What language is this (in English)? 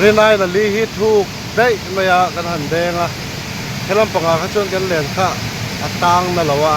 Mizo